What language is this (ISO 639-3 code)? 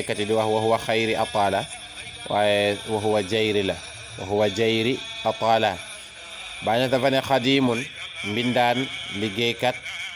wol